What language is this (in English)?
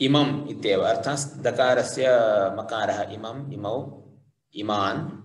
Sanskrit